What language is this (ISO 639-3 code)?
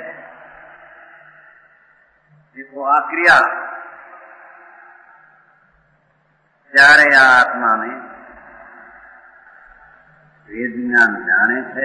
guj